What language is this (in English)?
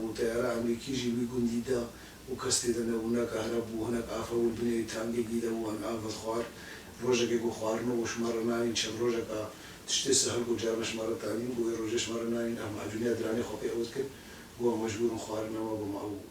Kurdish